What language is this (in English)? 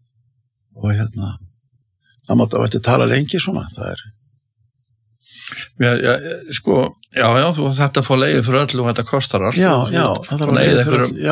Icelandic